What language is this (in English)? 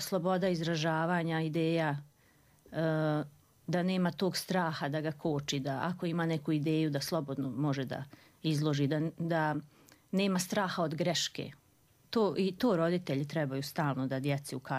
Croatian